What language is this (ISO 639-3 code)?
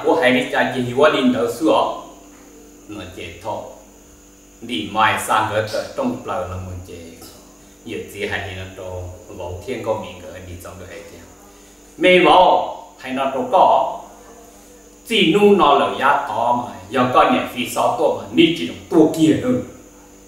vie